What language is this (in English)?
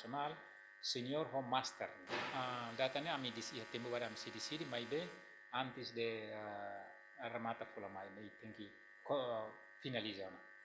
Tetum